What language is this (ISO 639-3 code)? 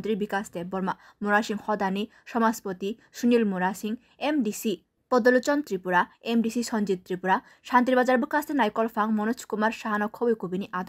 trp